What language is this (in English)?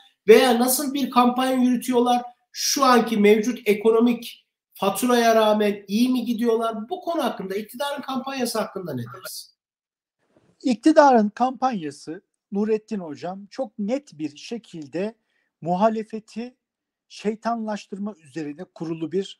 Turkish